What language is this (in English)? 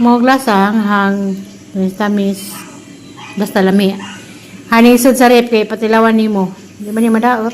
Cebuano